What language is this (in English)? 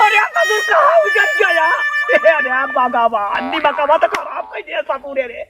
Awadhi